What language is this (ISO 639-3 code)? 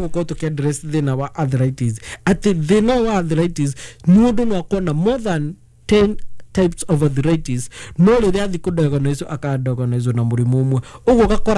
kik